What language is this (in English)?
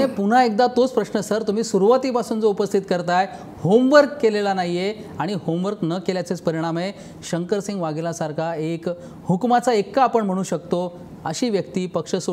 Marathi